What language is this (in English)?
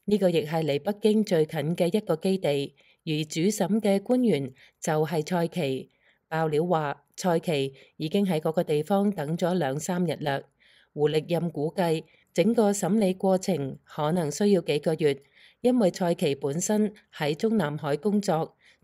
Cantonese